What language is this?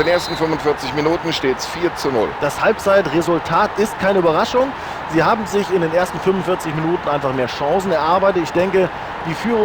Bavarian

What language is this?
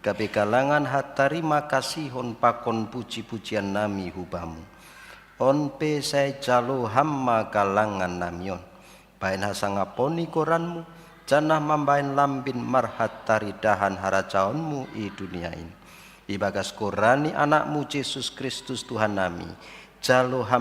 Batak Simalungun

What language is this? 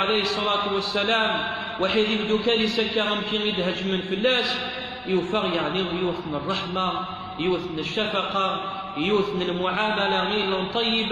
Kabyle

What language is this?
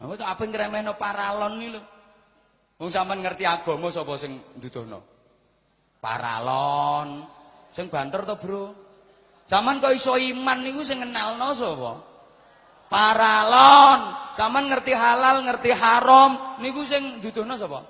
Javanese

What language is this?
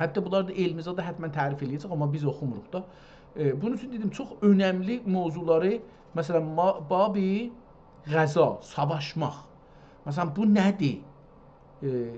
South Azerbaijani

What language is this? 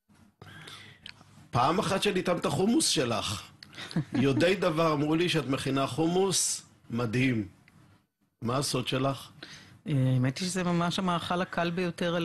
Hebrew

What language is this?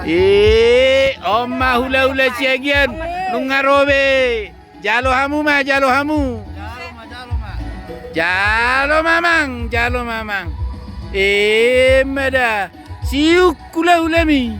Batak Toba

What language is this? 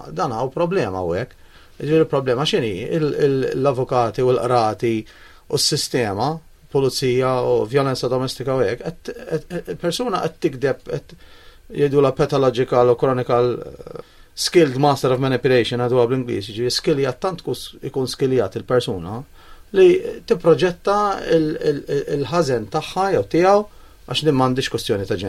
Maltese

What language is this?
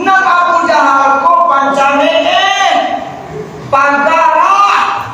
Minangkabau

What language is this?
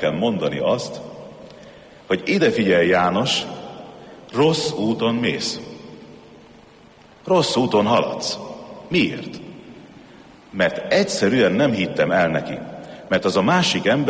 Hungarian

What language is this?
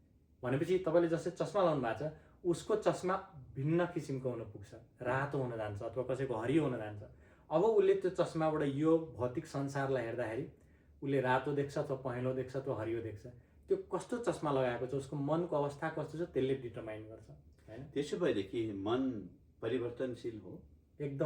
Nepali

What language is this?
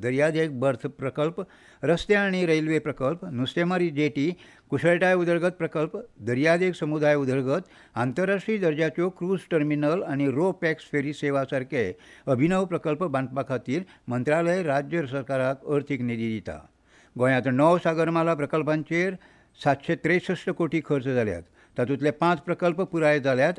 Konkani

